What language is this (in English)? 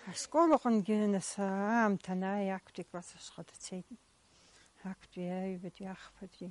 Abkhazian